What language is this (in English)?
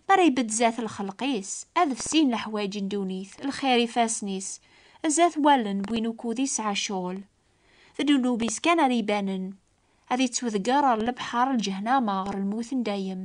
Kabyle